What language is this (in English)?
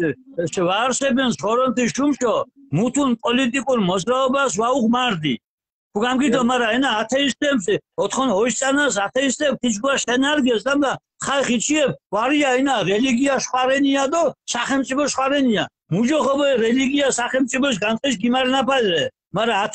Mingrelian